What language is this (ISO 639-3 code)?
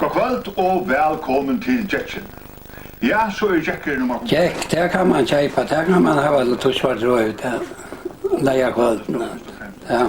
fao